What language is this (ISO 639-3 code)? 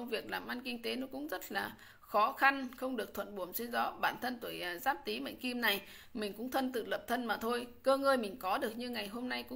vie